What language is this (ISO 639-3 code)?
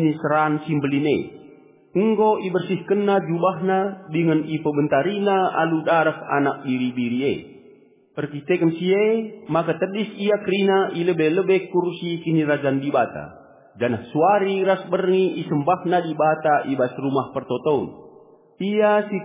btx